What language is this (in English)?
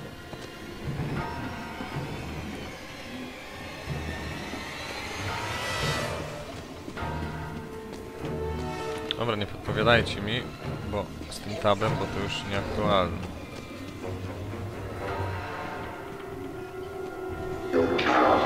Polish